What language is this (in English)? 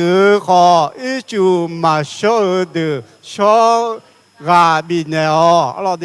Akha